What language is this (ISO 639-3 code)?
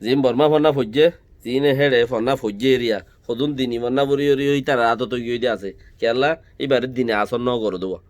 rhg